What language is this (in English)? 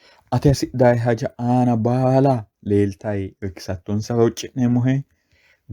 Sidamo